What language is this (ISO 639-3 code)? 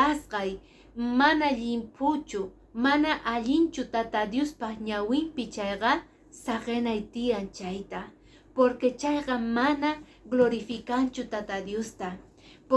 que